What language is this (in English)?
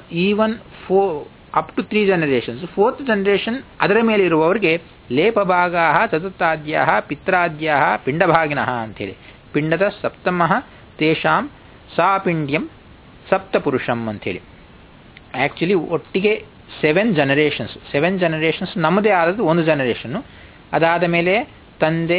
Kannada